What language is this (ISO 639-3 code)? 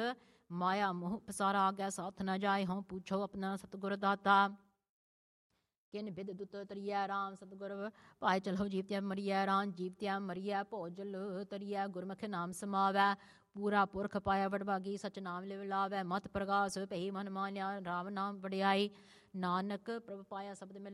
pan